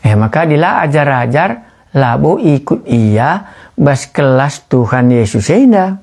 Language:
Batak Karo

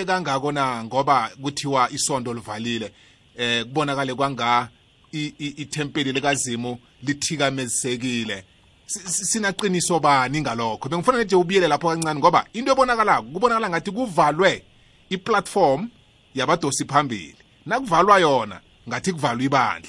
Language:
South Ndebele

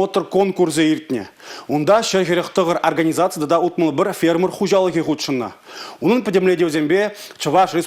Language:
Chuvash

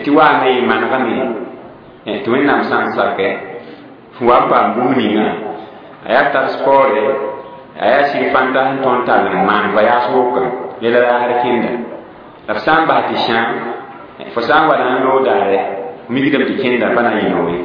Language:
Mossi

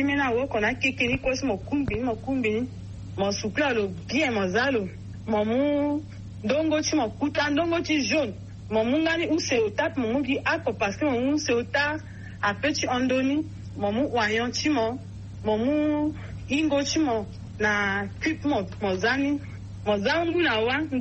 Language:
Sango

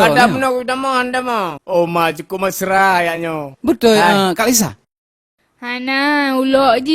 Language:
Achinese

